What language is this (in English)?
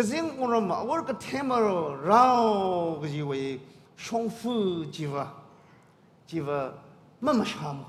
Tangkhul Naga (India)